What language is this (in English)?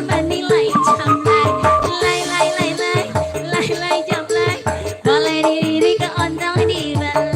Betawi